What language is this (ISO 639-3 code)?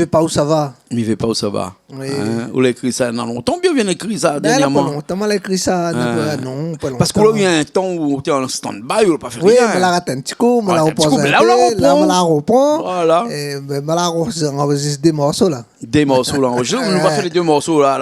rcf